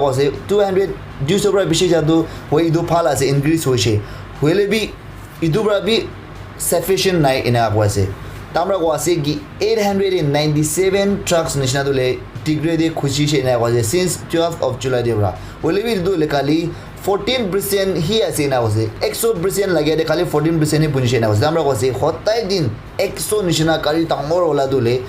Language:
Naga Pidgin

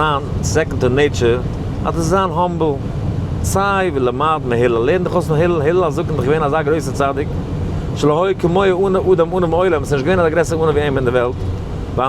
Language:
Yiddish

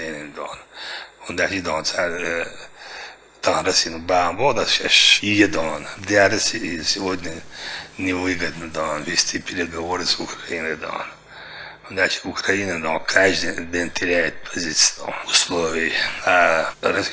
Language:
Chechen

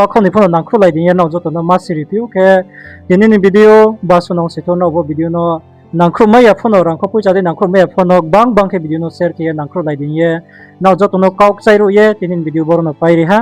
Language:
Riang (India)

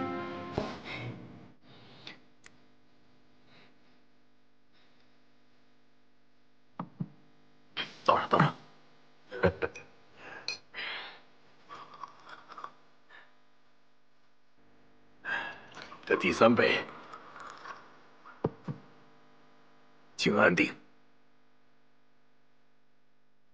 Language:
Chinese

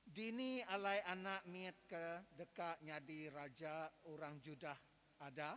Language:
Iban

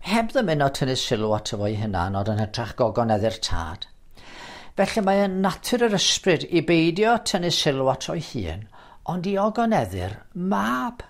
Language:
Welsh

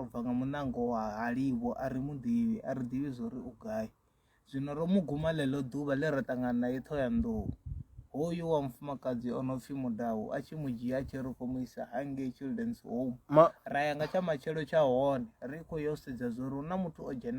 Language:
Venda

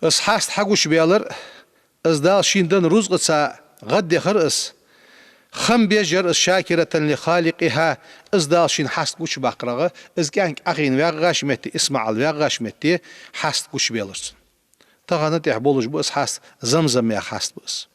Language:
Ingush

